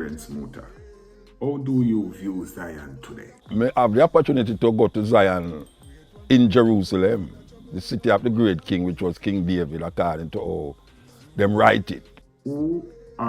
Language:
Jamaican Creole English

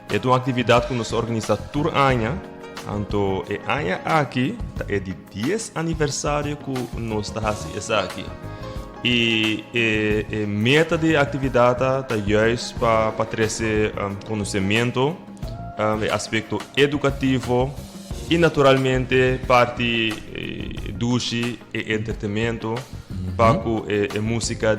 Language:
Papiamento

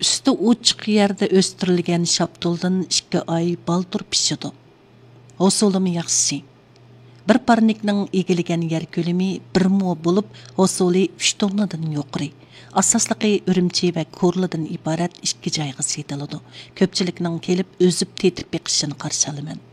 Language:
Uyghur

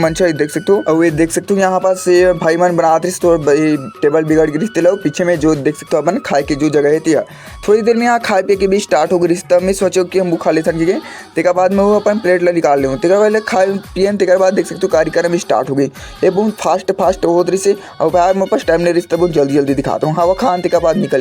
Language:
Chhattisgarhi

